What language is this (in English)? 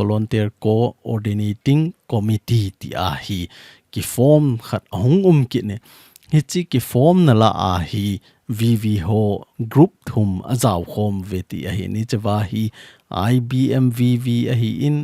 Thado Chin